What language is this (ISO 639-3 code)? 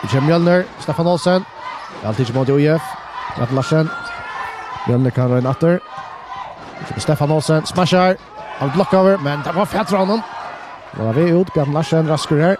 fao